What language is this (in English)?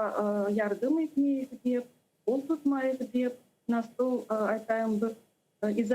Crimean Tatar